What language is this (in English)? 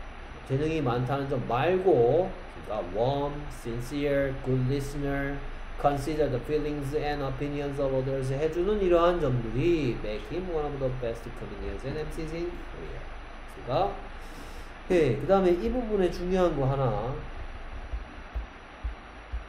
Korean